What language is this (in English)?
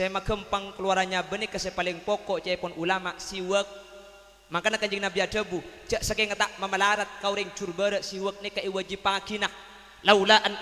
Madurese